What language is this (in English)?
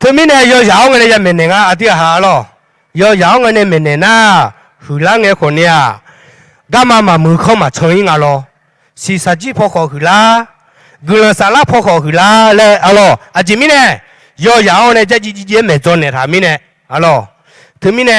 Akha